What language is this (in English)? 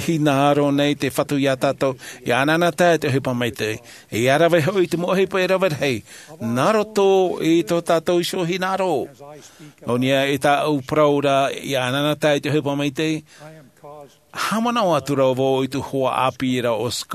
Tahitian